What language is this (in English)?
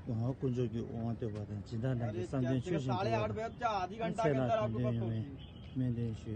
Tibetan